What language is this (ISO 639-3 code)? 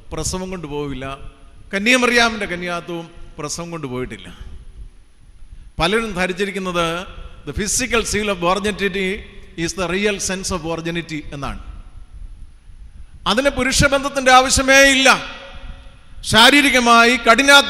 mal